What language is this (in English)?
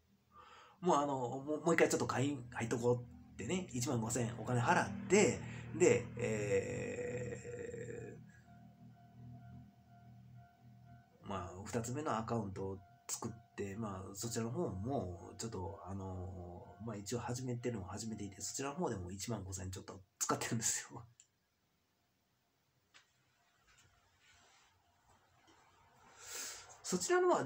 Japanese